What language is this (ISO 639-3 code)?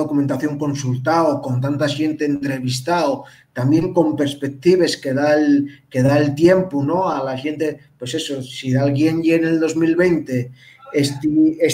ast